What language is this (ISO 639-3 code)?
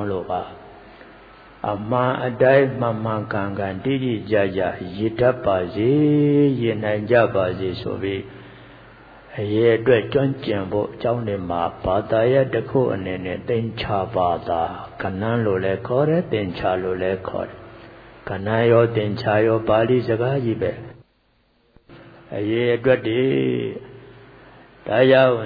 mya